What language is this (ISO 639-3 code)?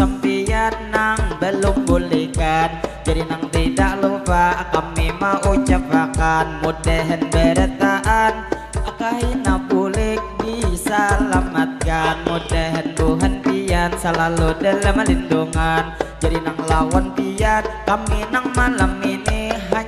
bjn